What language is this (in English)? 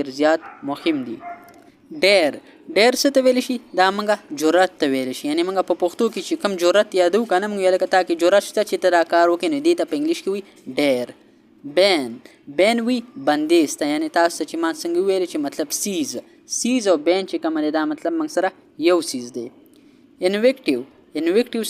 Pashto